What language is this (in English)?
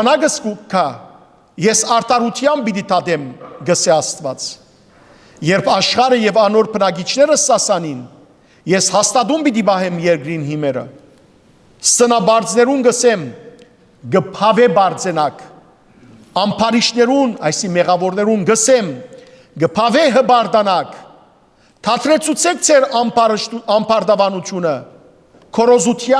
Western Armenian